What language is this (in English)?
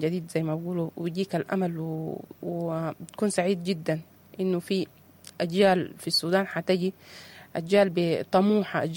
Sudanese Arabic